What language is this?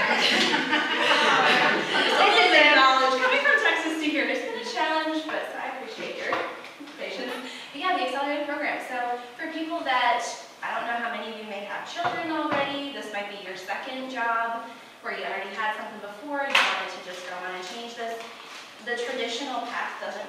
English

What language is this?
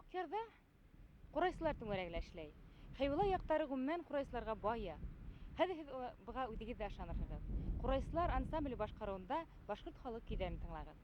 Bashkir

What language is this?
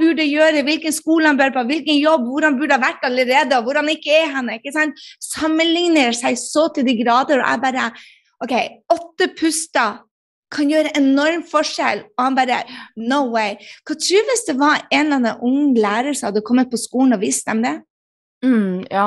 Norwegian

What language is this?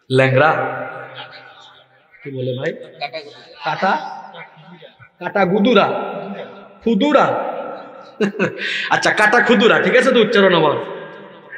Bangla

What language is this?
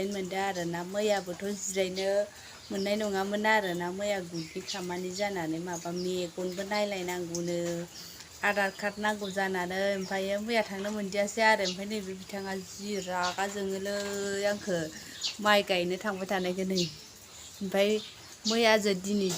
Bodo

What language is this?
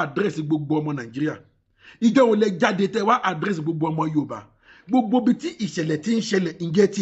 Yoruba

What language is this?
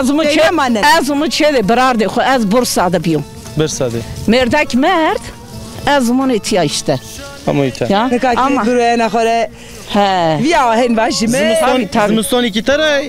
Zaza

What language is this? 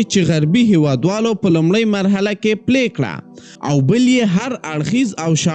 Pashto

